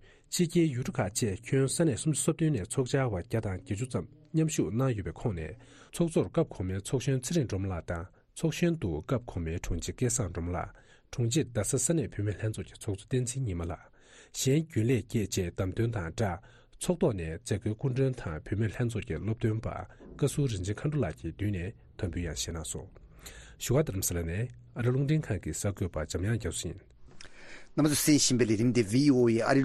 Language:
Tibetan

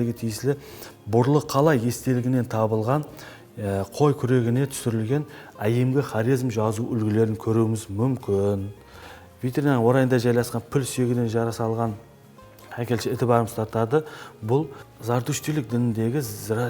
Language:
Kara-Kalpak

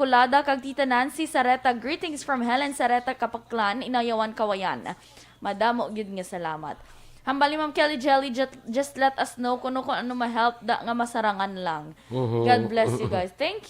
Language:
Hiligaynon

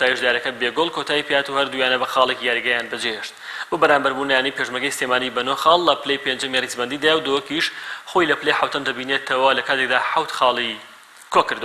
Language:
Central Kurdish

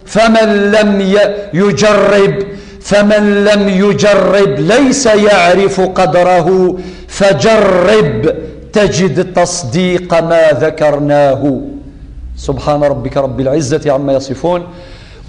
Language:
Kabyle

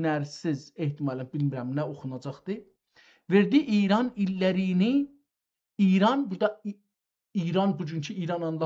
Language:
South Azerbaijani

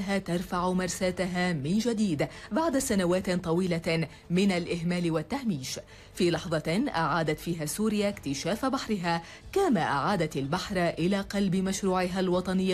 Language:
Arabic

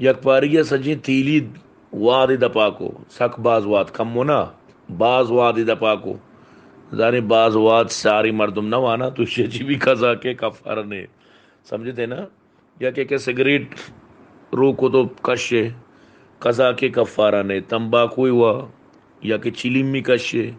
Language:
Baluchi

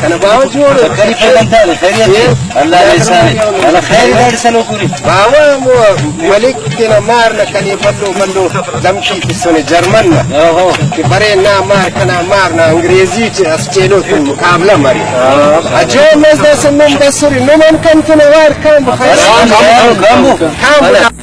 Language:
Brahui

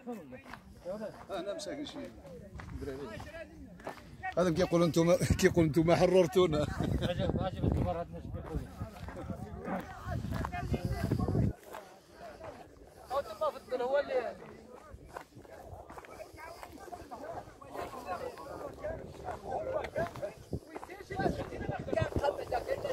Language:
Moroccan Arabic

